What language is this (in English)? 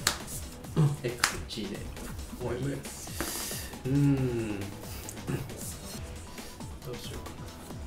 Japanese